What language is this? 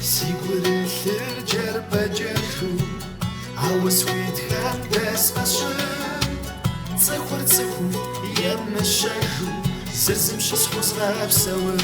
Kabardian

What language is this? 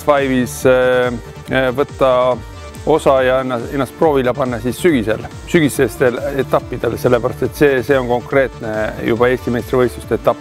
Estonian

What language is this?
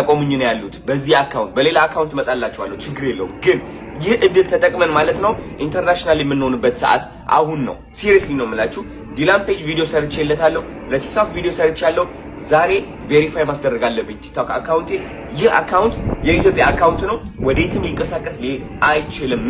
Amharic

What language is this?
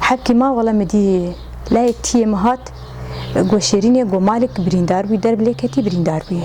Kurdish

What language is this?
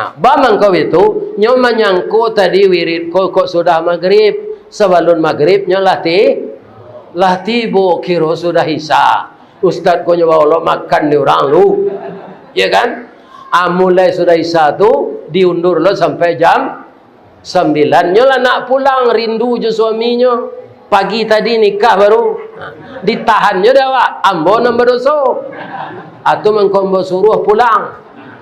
Minangkabau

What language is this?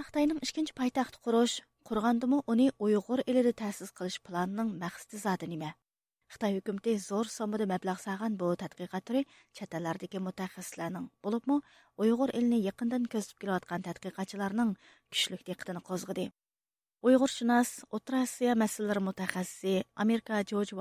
Uyghur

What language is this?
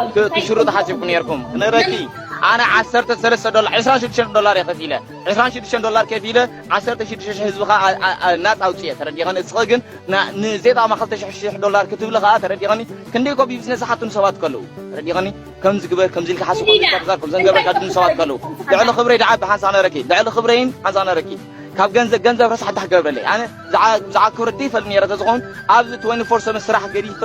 Tigrinya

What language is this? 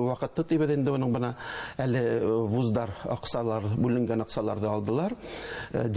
Bashkir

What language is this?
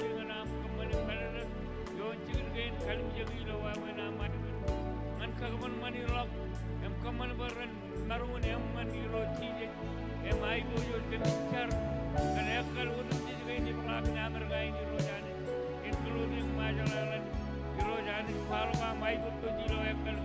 Marshallese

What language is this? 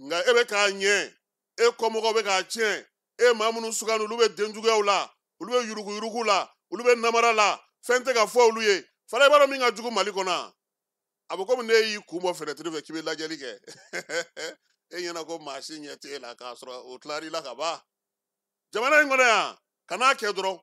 Bambara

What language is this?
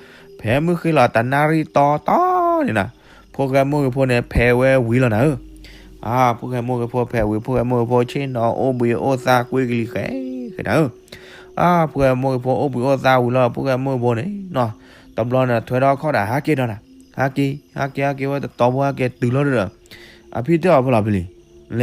S'gaw Karen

